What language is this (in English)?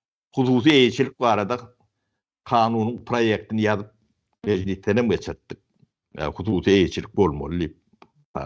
Turkmen